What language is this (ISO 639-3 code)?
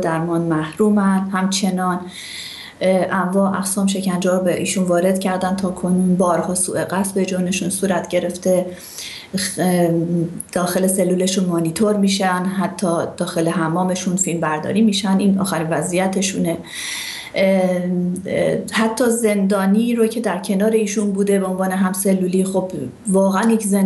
fas